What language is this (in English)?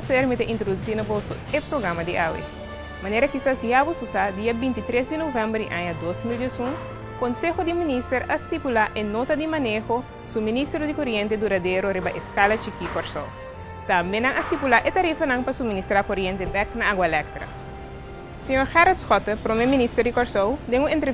Papiamento